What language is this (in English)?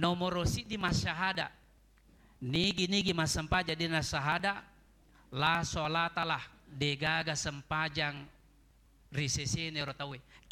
Buginese